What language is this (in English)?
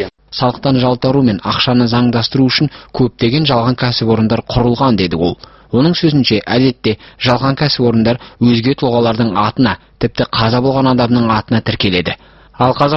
Kazakh